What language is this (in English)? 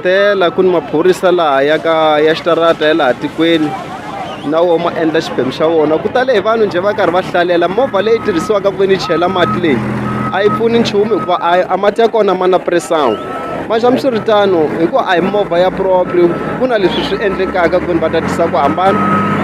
Tsonga